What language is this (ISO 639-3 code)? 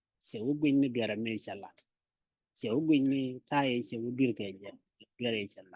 nus